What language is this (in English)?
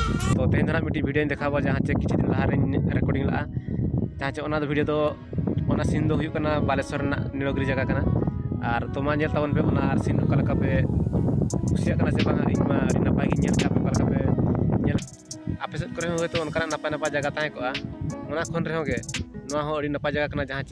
Santali